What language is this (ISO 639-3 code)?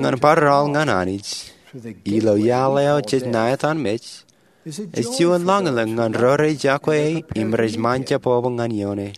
mah